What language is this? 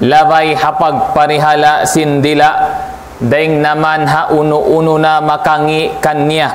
Tausug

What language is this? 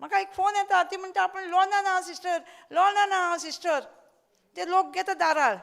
Konkani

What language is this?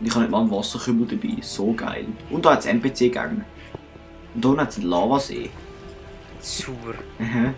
Swiss German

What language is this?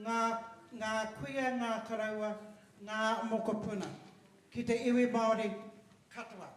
Māori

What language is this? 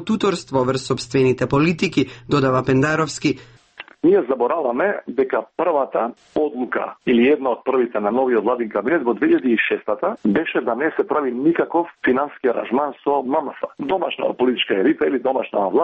Macedonian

